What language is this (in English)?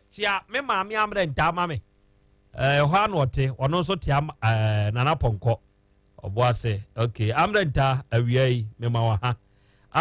Akan